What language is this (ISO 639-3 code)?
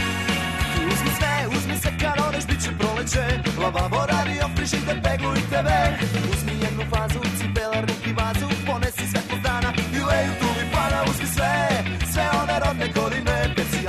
srp